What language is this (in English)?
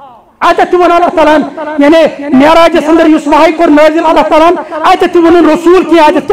Kashmiri